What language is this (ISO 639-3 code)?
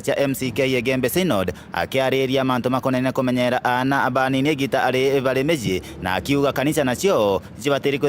mer